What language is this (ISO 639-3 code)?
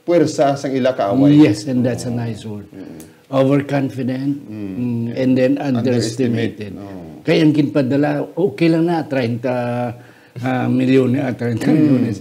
hil